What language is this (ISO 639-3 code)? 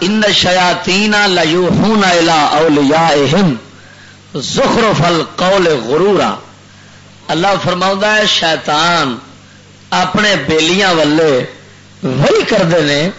lah